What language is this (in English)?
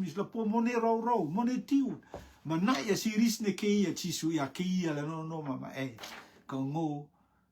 Rotuman